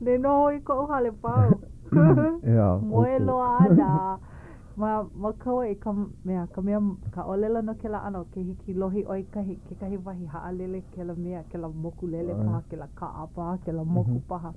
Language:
Hawaiian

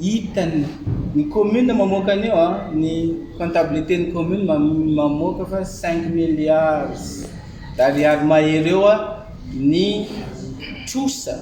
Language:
Malagasy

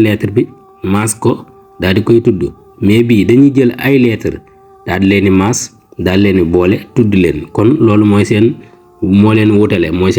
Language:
Wolof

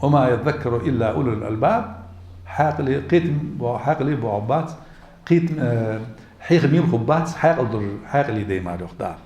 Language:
Ingush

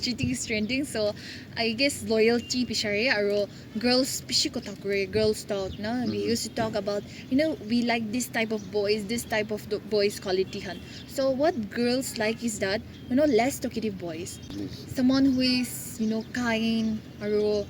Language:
Naga Pidgin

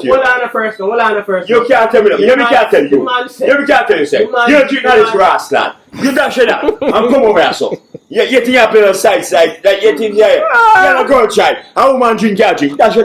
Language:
Jamaican Creole English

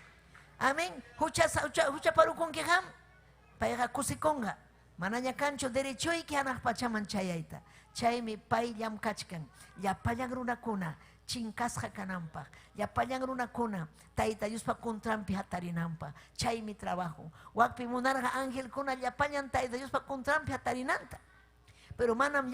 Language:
Ayacucho Quechua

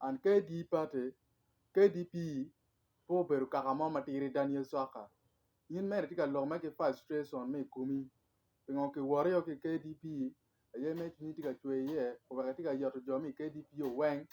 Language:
Acoli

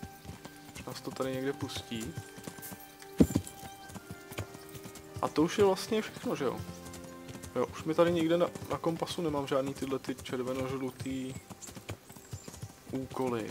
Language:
Czech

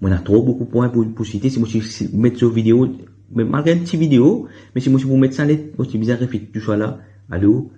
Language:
Morisyen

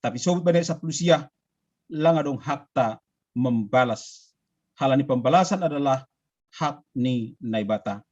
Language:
Batak Simalungun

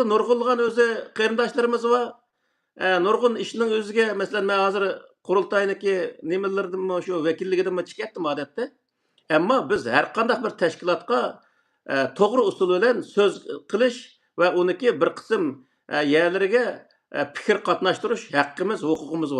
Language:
Uyghur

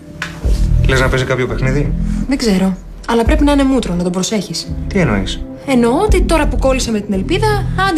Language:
Greek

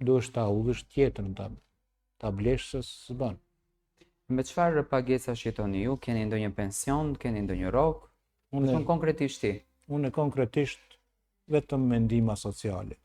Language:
Albanian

